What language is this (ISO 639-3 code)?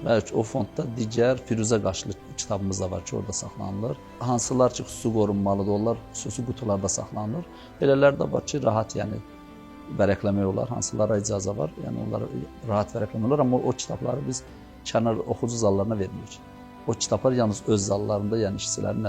aze